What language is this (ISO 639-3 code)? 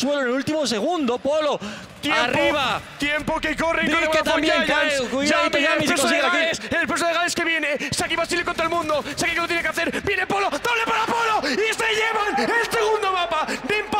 spa